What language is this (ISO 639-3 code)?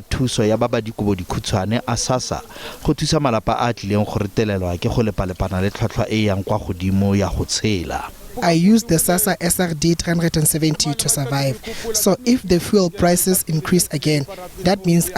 tsn